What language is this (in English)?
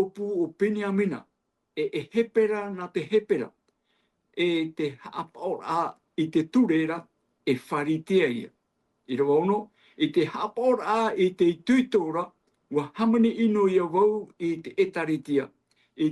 Tahitian